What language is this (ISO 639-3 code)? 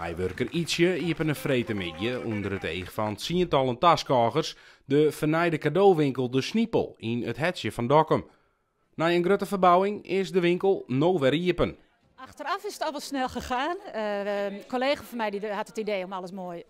fry